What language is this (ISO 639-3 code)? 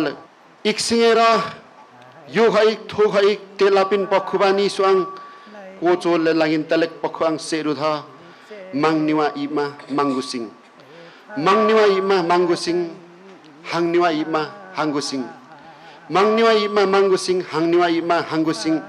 lif